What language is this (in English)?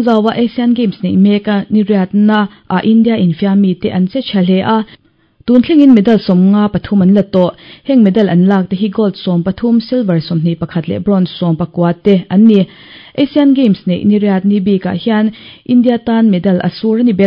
Mizo